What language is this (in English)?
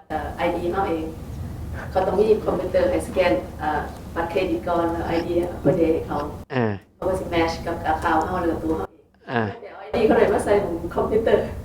Northeastern Thai